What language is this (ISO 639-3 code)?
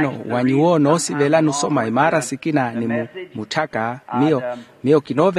vmw